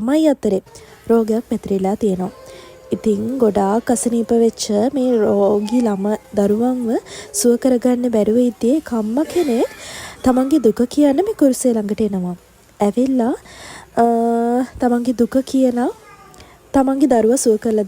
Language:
Sinhala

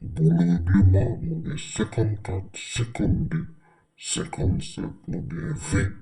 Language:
Haitian Creole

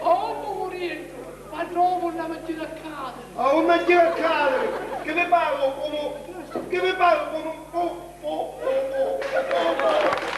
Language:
Sicilian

